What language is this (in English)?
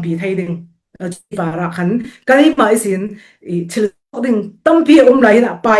Falam Chin